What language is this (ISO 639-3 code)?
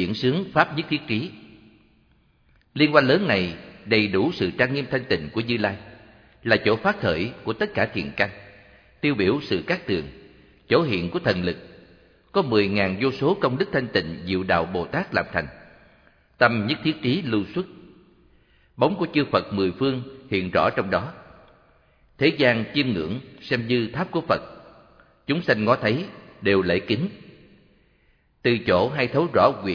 vie